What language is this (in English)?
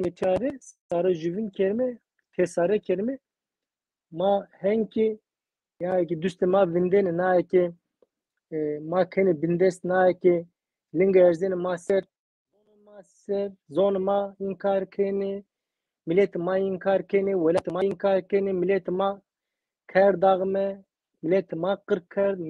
Zaza